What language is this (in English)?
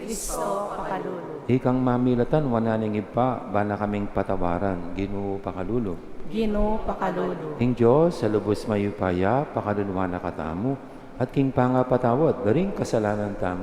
Pampanga